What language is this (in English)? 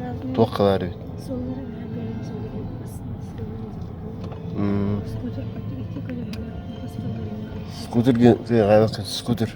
Yakut